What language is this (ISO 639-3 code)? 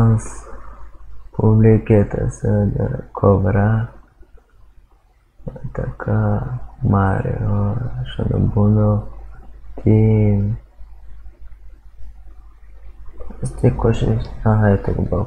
bul